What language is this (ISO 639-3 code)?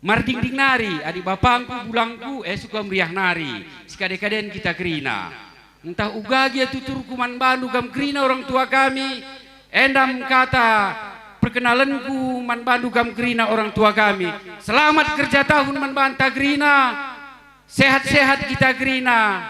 btx